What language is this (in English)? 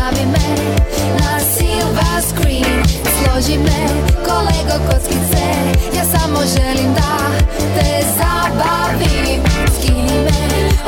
Serbian